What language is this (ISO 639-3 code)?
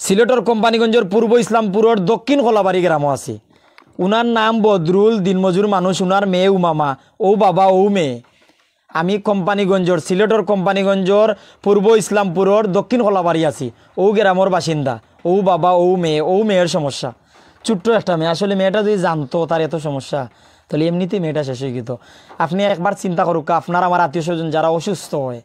syl